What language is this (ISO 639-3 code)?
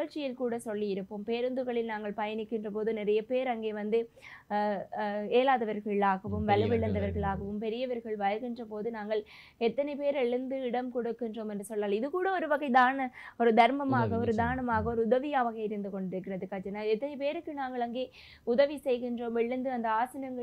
tam